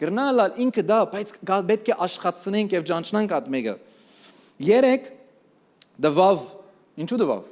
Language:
Western Armenian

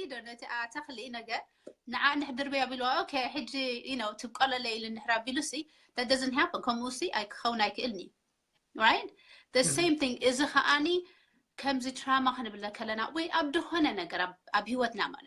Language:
Tigrinya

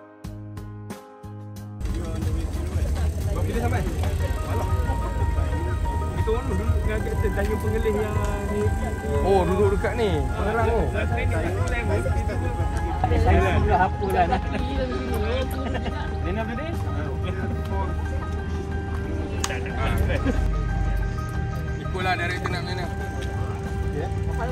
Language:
Malay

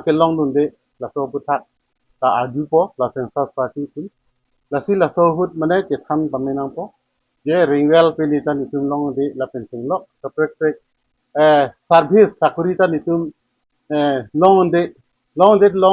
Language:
Karbi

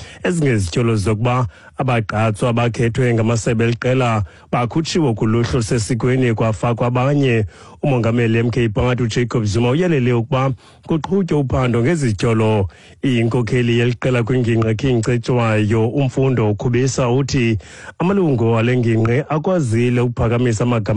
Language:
Xhosa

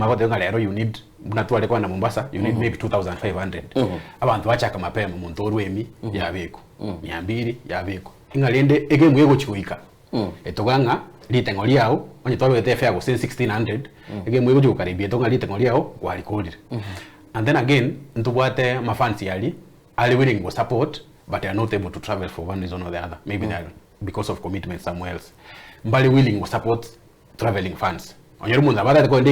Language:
Gusii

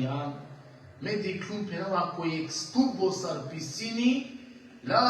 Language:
Balkan Romani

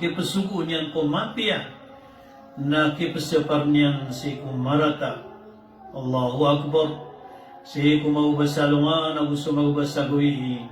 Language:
Maranao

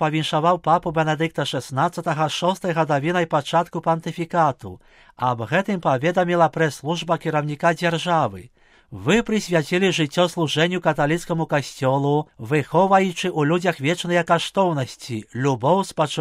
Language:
Belarusian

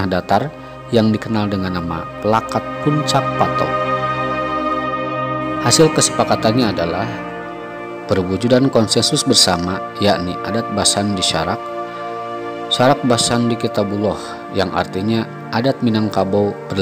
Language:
Indonesian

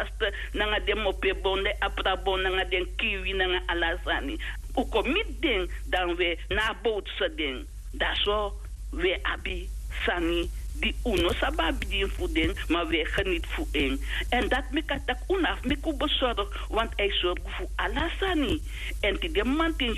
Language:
Sranan Tongo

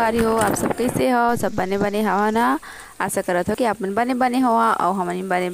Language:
Chhattisgarhi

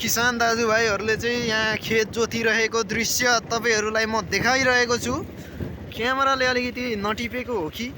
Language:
Nepali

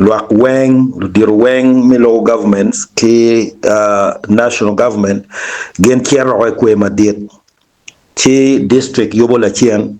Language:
Acoli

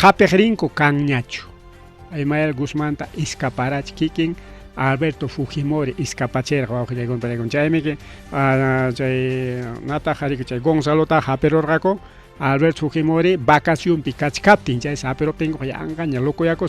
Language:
Ayacucho Quechua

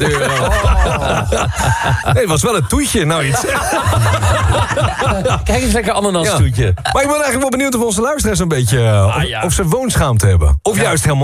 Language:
Dutch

